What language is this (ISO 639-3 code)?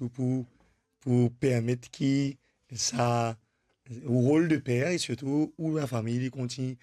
mfe